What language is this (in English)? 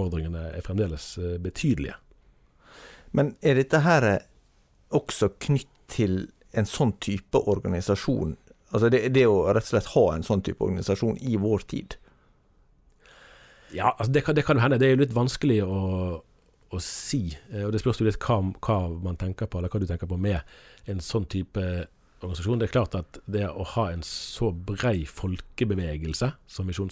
Norwegian